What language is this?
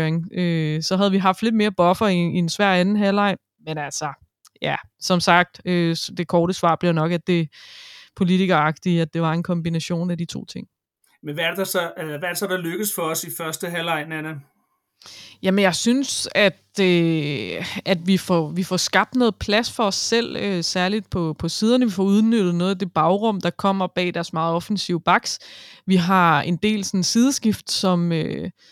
Danish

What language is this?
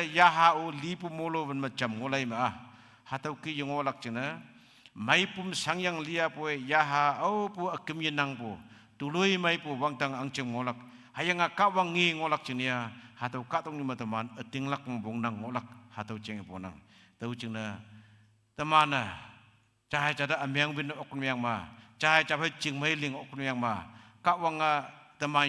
Konyak Naga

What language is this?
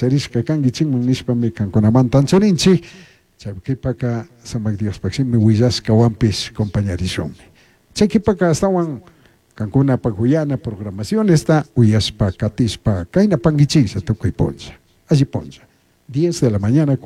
Chimborazo Highland Quichua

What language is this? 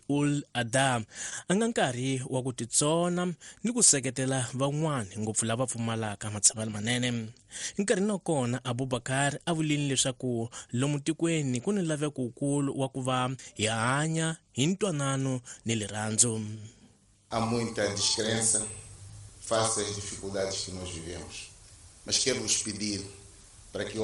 Tsonga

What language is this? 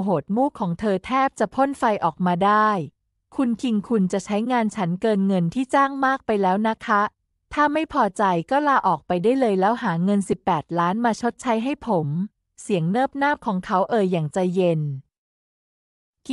Thai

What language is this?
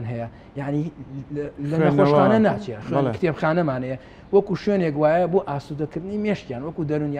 Central Kurdish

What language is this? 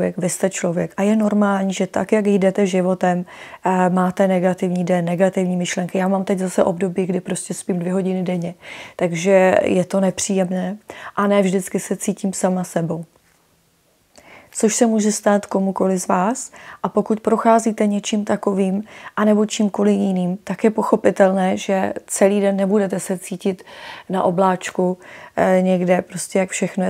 Czech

